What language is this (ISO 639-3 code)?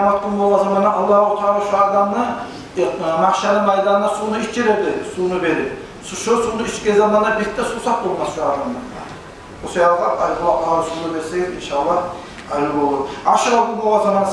kum